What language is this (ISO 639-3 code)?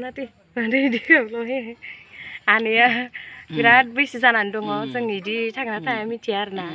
brx